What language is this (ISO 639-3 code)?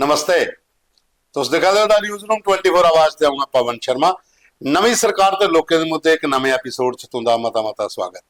doi